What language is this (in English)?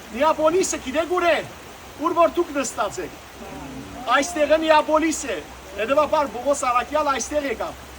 Western Armenian